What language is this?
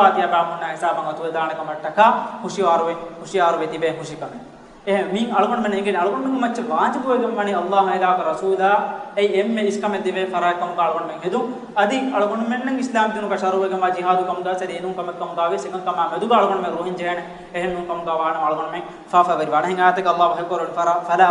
Divehi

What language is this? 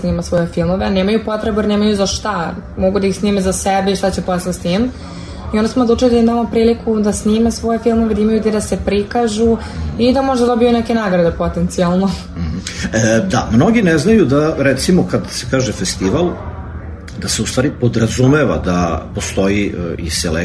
Serbian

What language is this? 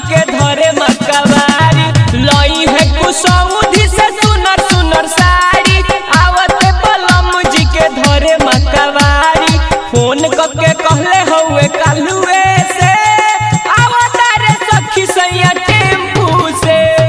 Bhojpuri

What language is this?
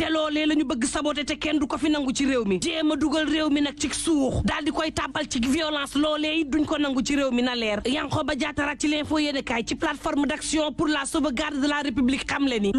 Wolof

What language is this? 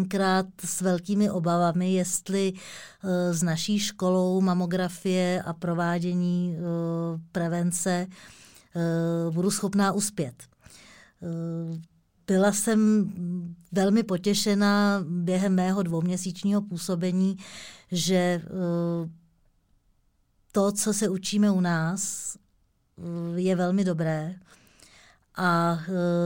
Czech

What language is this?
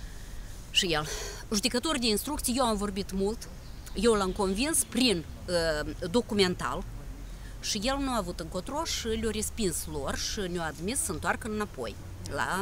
Romanian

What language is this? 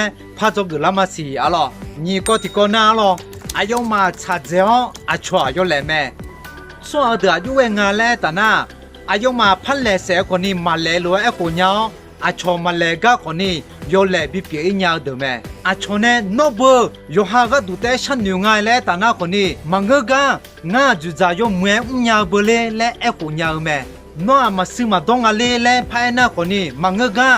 Akha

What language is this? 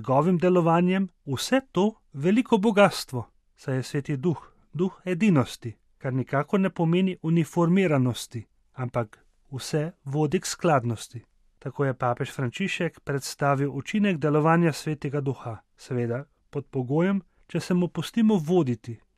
Slovenian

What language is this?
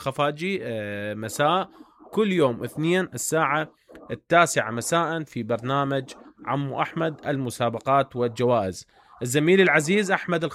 Mesopotamian Arabic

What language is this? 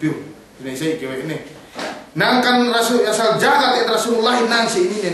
Yakan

